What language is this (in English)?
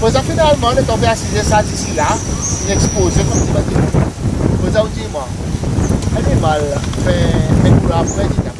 Seselwa Creole French